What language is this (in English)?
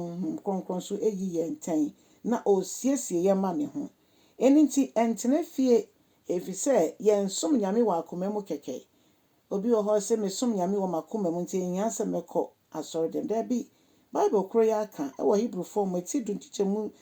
Akan